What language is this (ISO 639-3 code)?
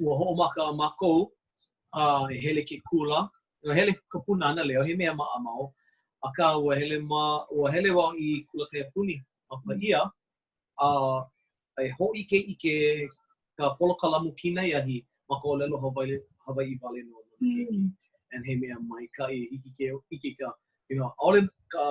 haw